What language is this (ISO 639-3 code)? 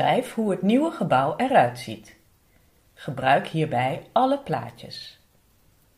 nld